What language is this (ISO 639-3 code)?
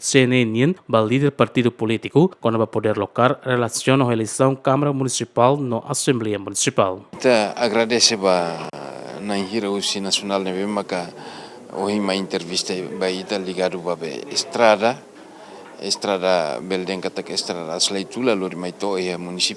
tet